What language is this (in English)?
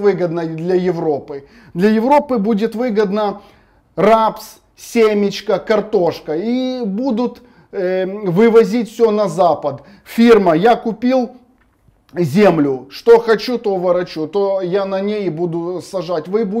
Russian